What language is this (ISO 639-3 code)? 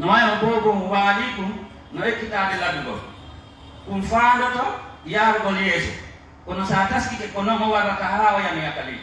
fuf